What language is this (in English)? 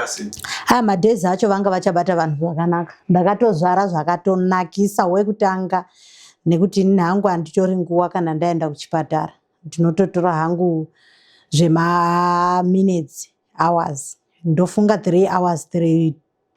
Shona